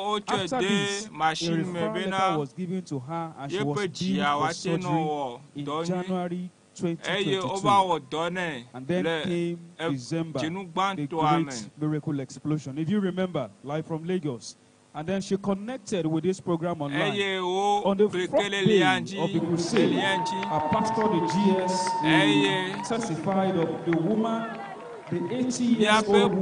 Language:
Ewe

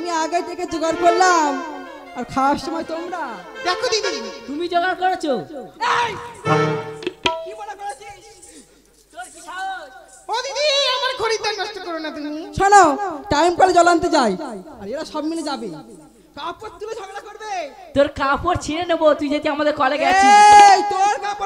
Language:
Bangla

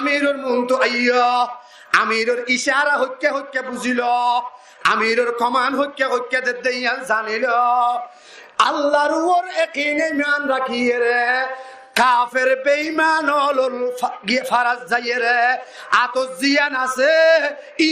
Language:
Rohingya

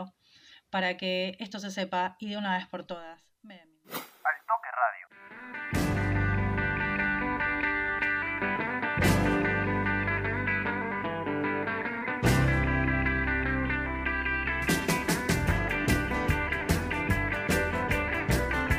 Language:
Spanish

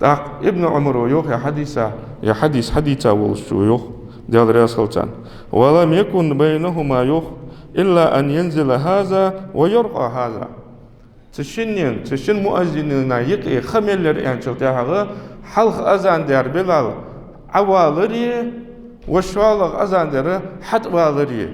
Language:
Ingush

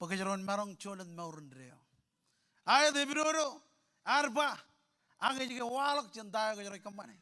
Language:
Marshallese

